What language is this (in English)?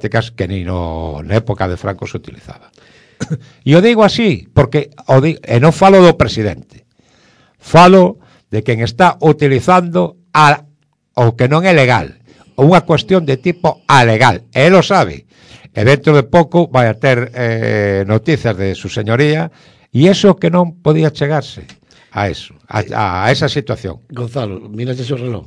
Galician